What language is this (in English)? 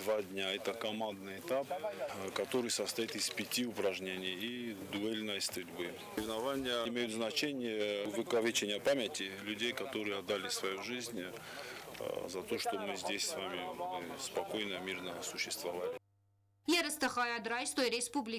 Ossetic